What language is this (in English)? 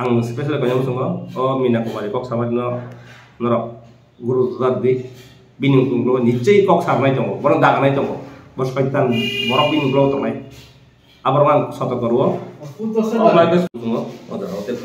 Kok Borok